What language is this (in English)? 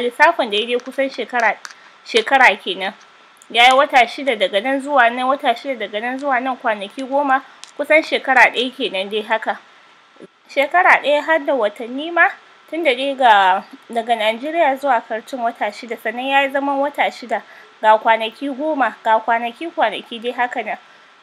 Hausa